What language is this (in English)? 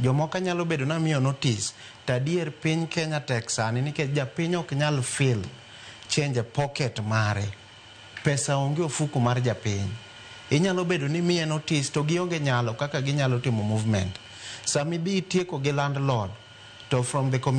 Luo (Kenya and Tanzania)